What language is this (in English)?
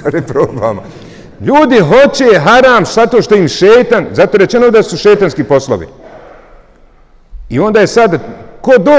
Bosnian